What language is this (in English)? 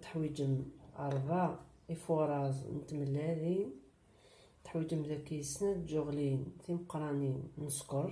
Kabyle